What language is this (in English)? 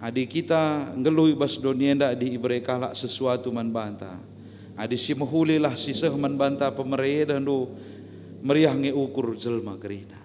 Batak Karo